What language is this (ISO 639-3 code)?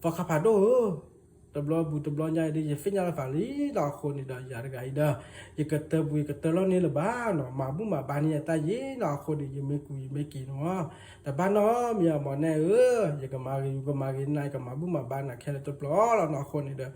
ksw